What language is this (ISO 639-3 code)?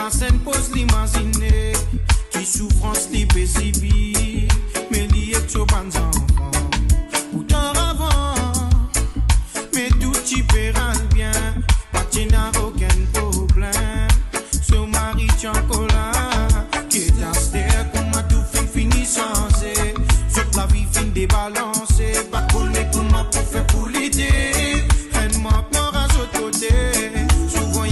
mfe